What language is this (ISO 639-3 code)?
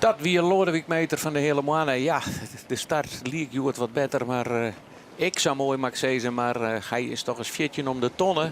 fry